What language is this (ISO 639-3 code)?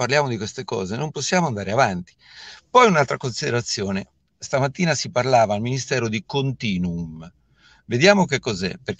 ita